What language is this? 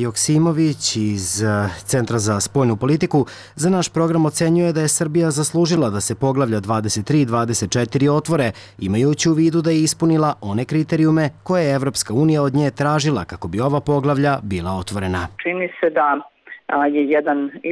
Serbian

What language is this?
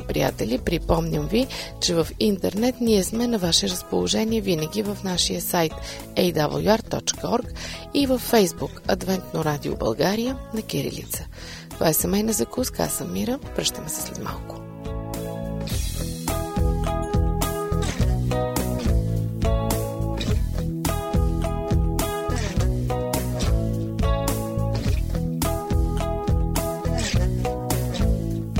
Bulgarian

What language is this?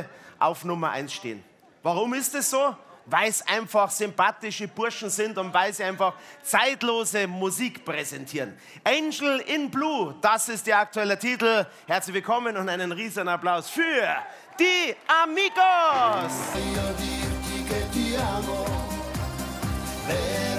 German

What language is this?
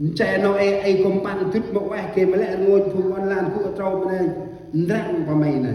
Central Mnong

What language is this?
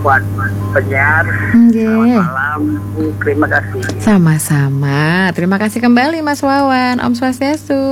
Balinese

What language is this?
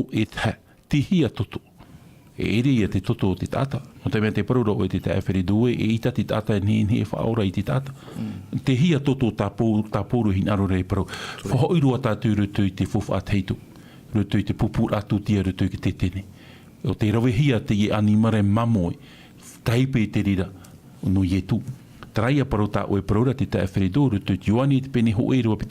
Tahitian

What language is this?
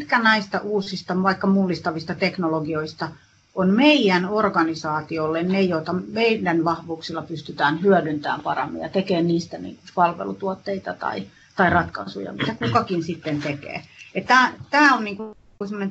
Finnish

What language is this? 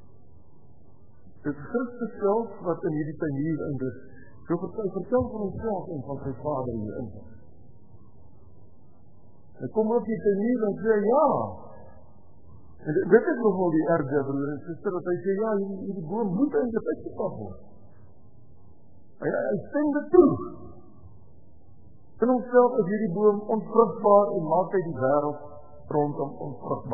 Afrikaans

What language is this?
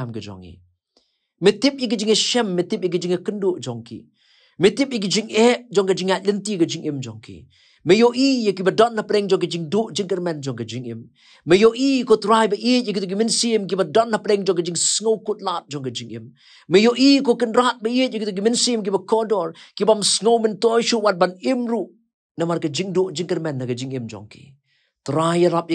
Khasi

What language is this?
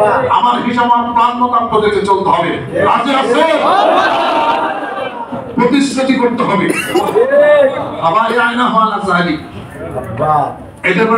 Bangla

